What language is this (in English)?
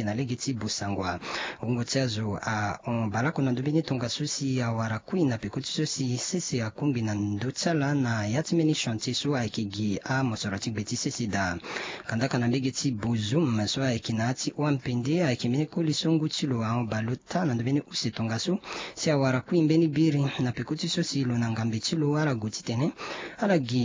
Sango